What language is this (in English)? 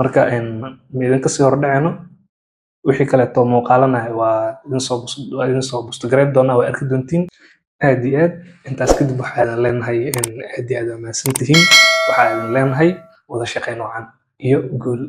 Somali